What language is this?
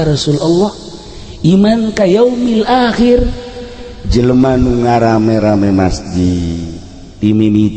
Sundanese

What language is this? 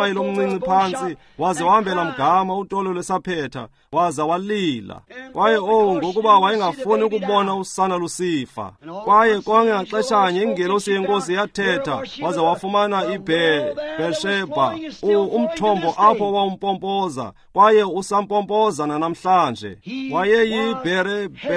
Xhosa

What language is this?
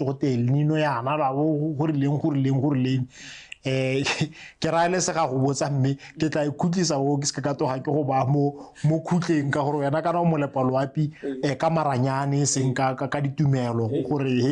Tswana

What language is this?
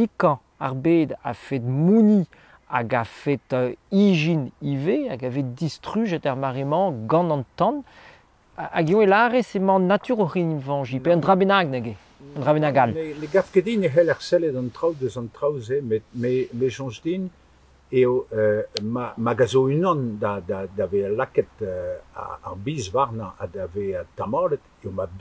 Breton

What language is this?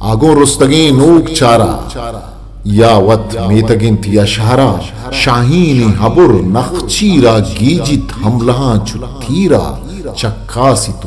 Eastern Balochi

